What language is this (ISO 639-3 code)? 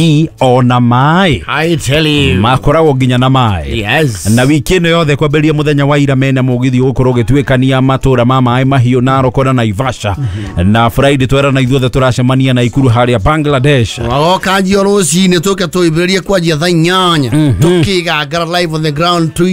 kik